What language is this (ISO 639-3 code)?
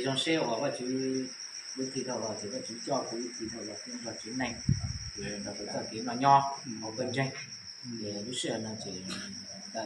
hmn